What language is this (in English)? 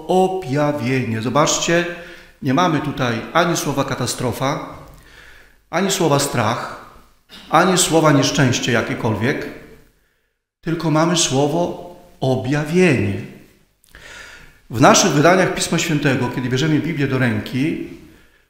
Polish